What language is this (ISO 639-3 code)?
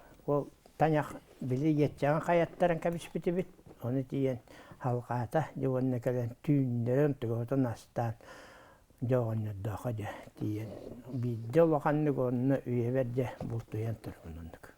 sah